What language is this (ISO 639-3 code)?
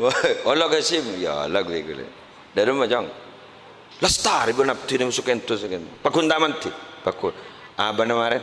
mad